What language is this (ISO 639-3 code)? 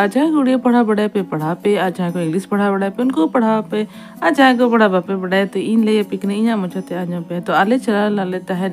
sat